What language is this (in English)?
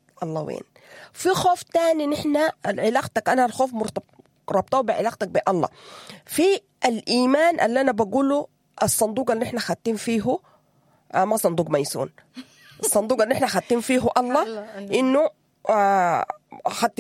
Sudanese Arabic